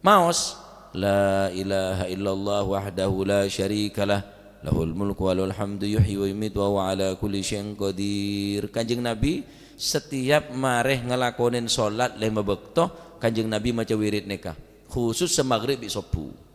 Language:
Madurese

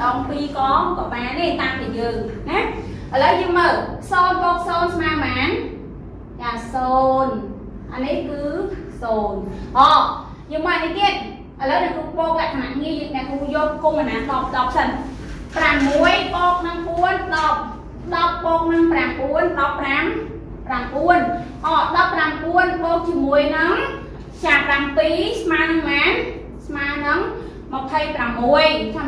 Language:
Khmer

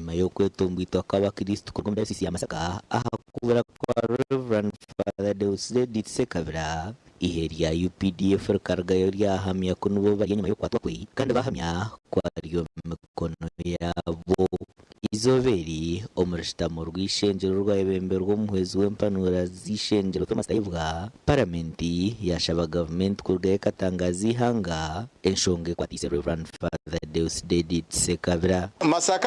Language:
Nyankole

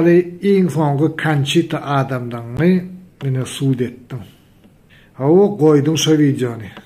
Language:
Turkmen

